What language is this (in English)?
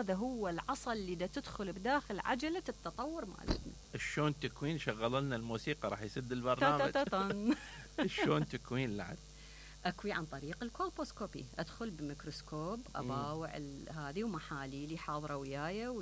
Mesopotamian Arabic